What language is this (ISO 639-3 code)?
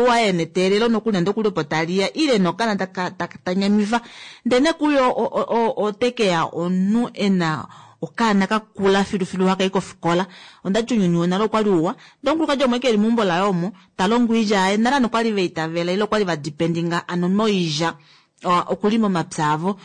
kua